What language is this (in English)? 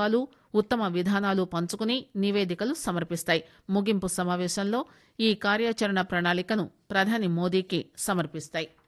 Telugu